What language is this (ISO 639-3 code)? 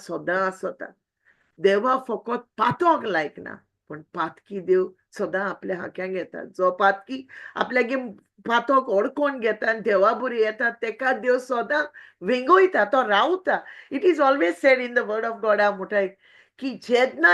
kok